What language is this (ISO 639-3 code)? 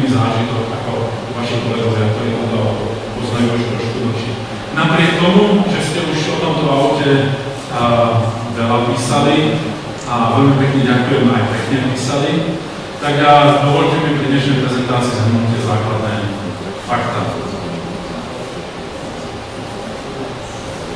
slk